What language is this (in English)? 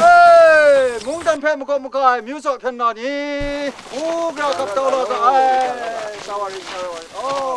Kachin